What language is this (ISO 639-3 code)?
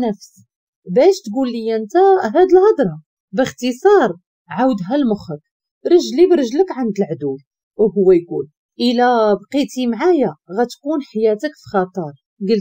ary